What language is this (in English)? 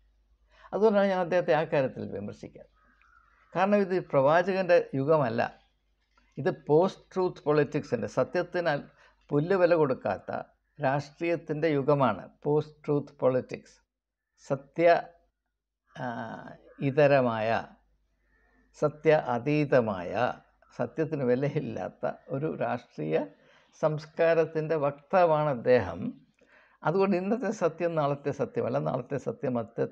Malayalam